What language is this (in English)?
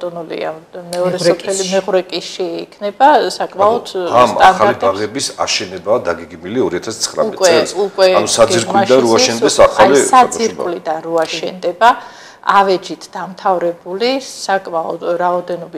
Georgian